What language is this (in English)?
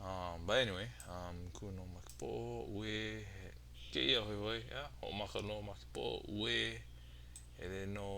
Hawaiian